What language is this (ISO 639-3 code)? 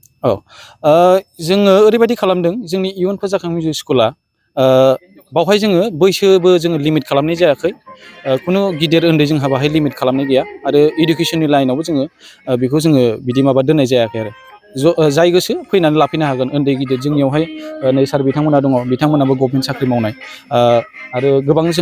brx